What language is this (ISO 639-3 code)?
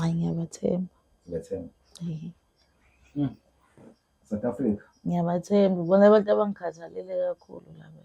zul